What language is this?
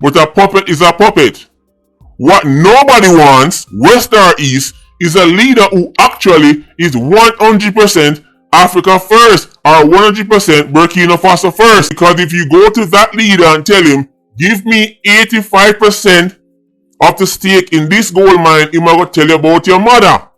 Jamaican Creole English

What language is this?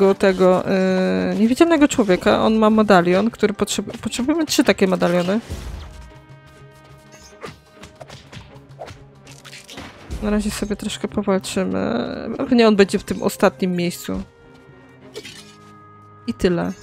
Polish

